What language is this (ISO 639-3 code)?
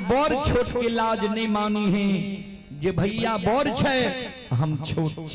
mai